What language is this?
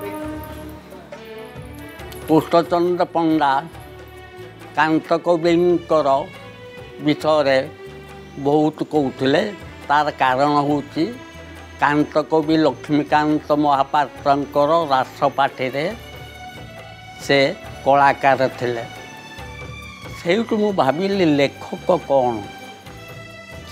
Odia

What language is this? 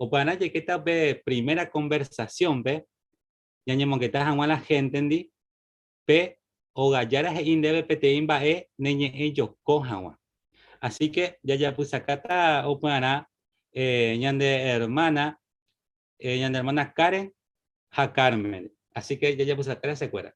Guarani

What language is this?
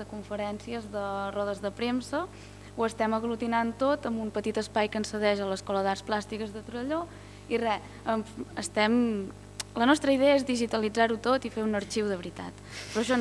Catalan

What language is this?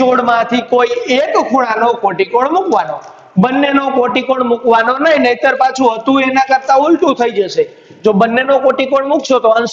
Gujarati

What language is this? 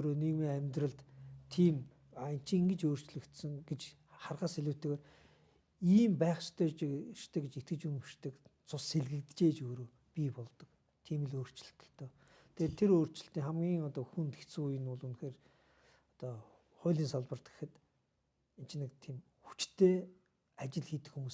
Mongolian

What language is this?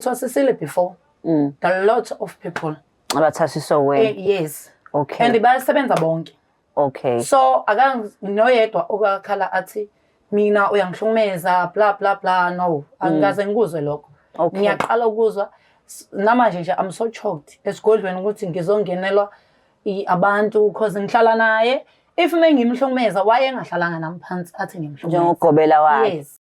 Zulu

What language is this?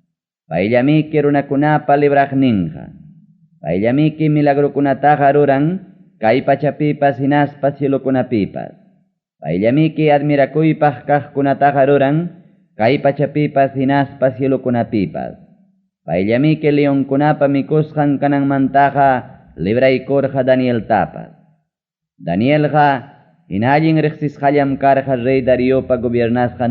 Ayacucho Quechua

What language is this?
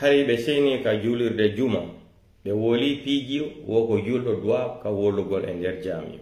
Pular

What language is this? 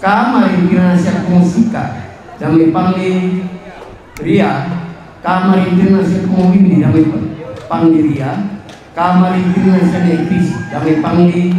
Toraja-Sa'dan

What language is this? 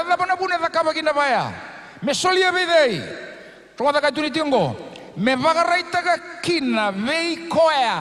Fijian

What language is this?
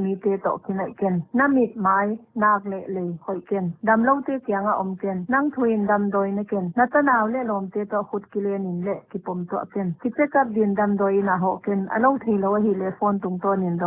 Paite Chin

